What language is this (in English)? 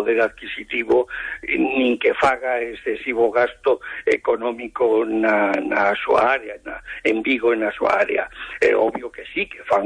Galician